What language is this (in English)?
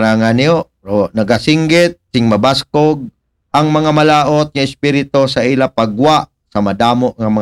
Aklanon